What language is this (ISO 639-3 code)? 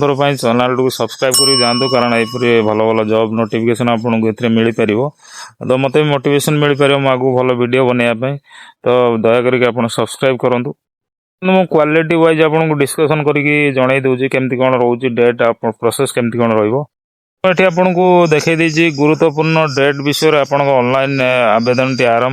ori